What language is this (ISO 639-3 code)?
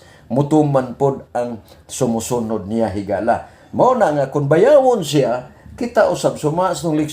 ceb